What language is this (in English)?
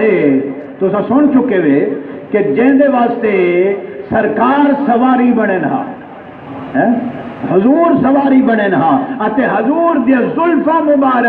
Saraiki